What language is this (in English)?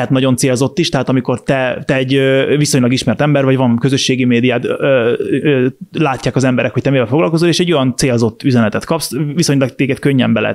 Hungarian